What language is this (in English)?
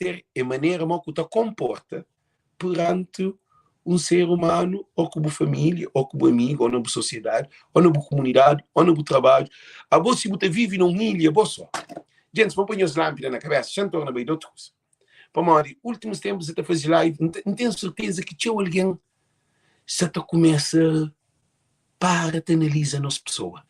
Kabuverdianu